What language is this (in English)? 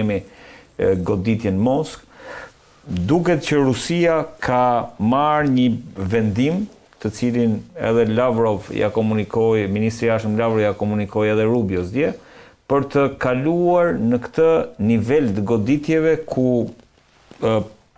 Albanian